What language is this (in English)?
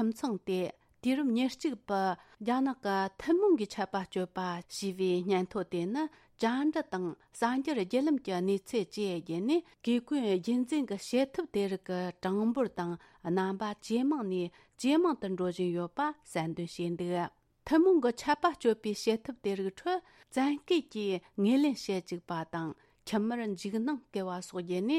Tibetan